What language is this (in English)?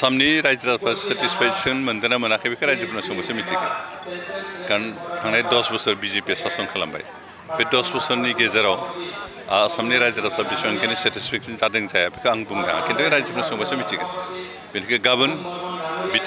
Bodo